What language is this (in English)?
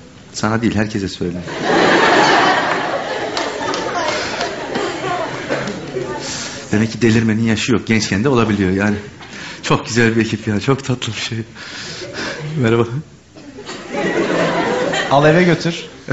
Turkish